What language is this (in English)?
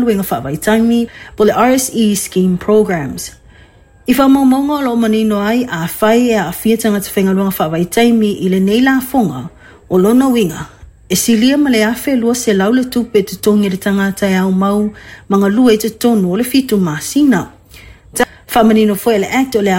Samoan